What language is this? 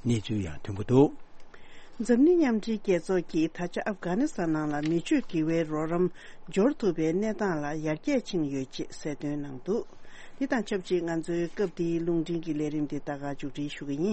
Tibetan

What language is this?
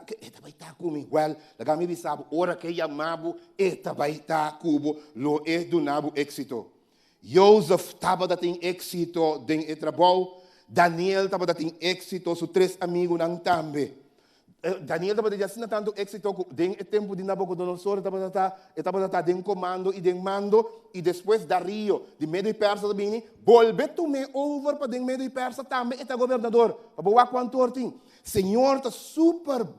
Papiamento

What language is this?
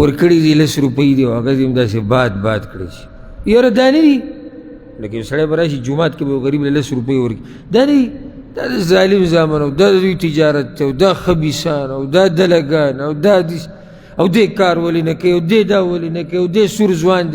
Pashto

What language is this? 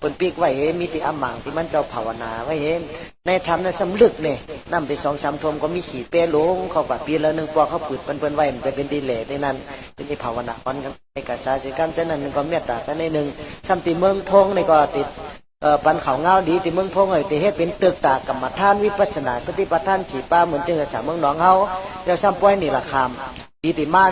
Shan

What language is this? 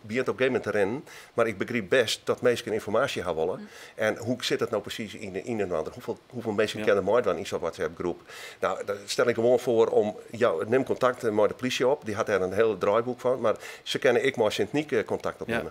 Western Frisian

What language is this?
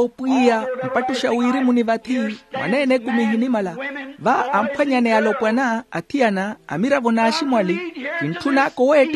Makhuwa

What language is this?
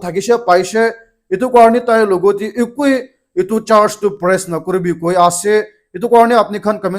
Naga Pidgin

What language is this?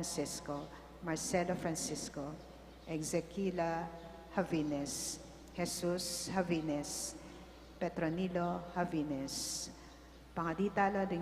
Pampanga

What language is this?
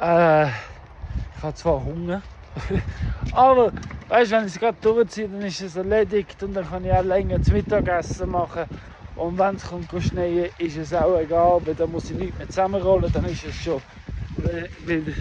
Swiss German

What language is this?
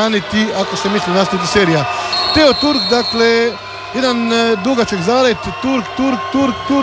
Croatian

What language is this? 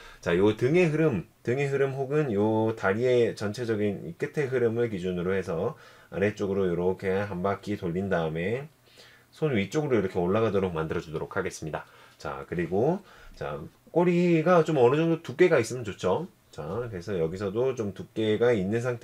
Korean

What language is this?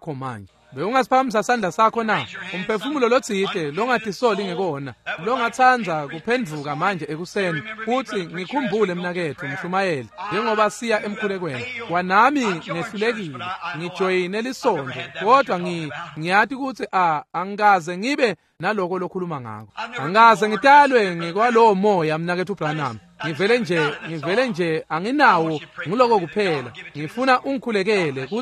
Swati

